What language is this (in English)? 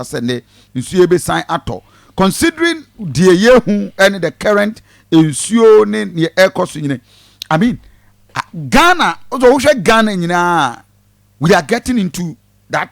Akan